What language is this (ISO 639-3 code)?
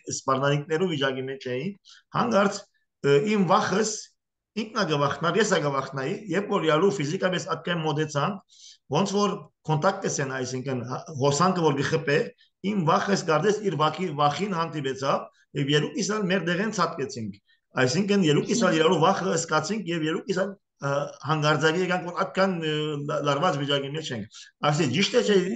hye